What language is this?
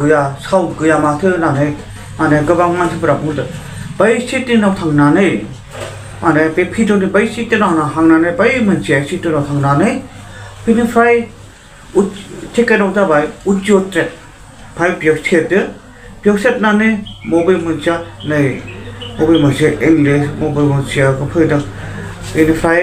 Bodo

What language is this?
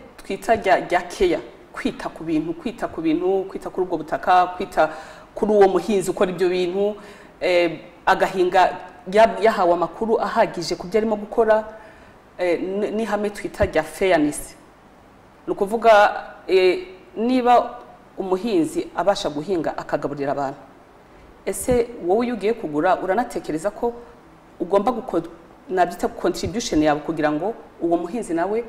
Kinyarwanda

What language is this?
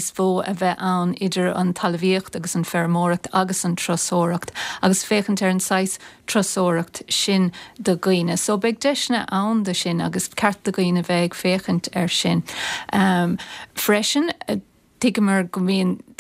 Irish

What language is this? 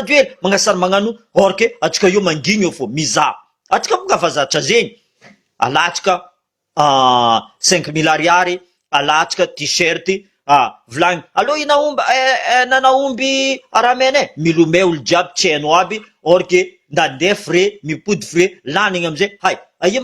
Malagasy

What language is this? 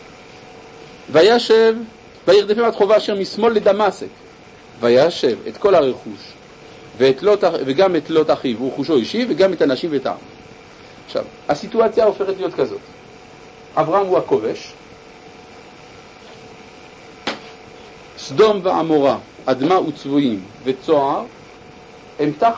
Hebrew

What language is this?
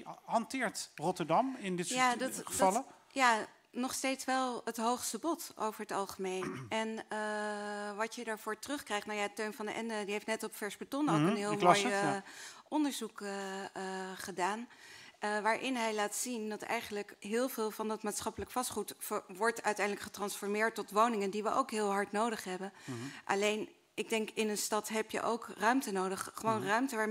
Dutch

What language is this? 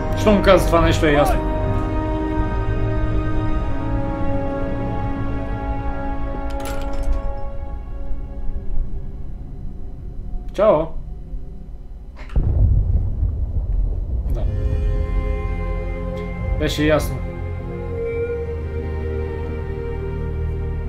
Bulgarian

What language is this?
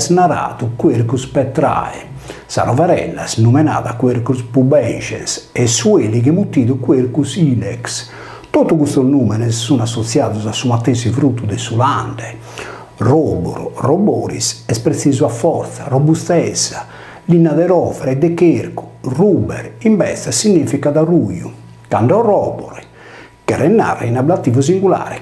Sardinian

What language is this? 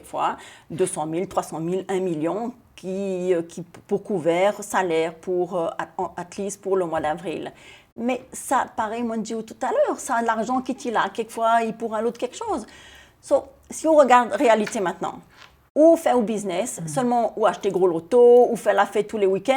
Seselwa Creole French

